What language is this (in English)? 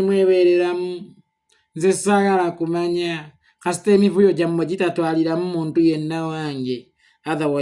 Ganda